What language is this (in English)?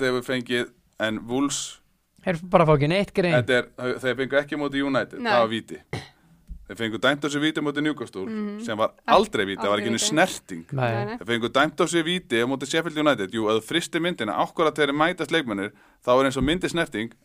Icelandic